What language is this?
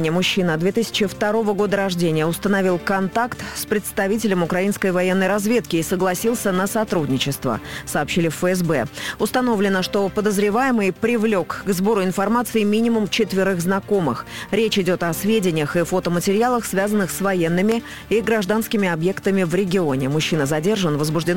Russian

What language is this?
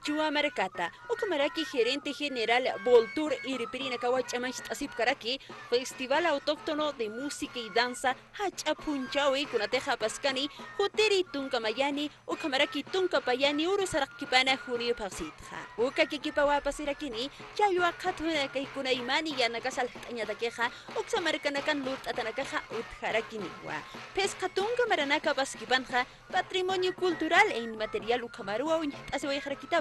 Aymara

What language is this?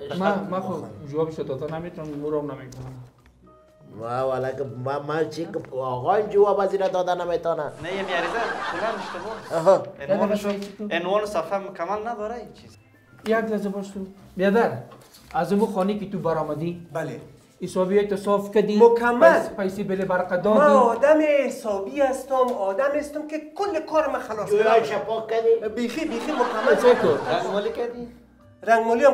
Persian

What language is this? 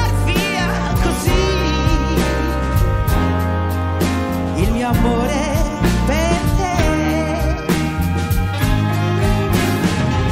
Italian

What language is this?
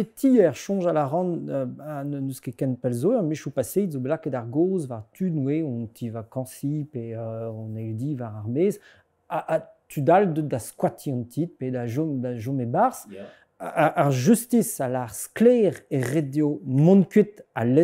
Breton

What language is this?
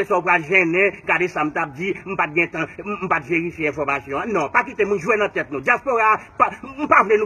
Haitian Creole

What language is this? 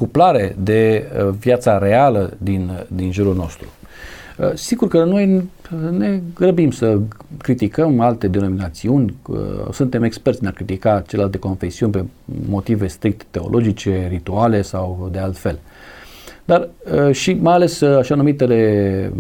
Romanian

